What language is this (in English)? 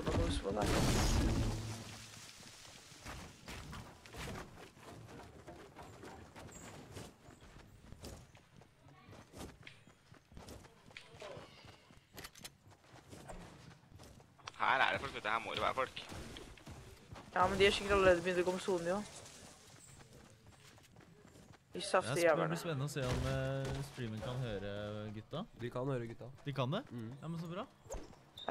Norwegian